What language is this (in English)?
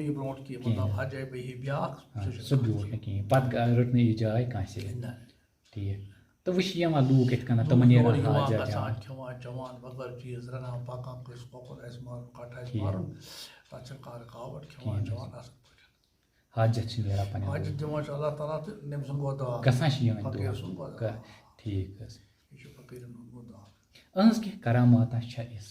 Kashmiri